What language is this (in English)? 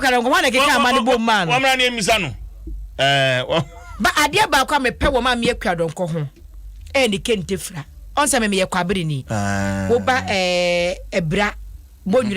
Akan